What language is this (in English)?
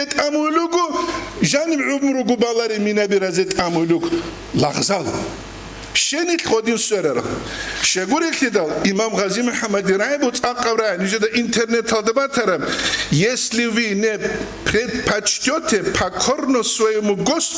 Avaric